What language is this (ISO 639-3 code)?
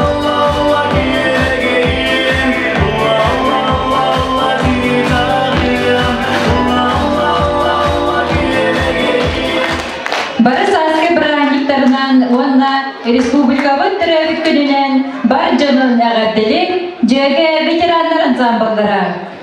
sah